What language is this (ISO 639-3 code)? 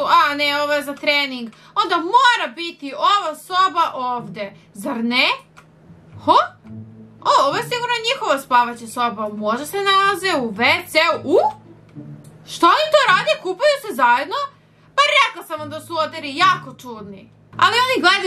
srp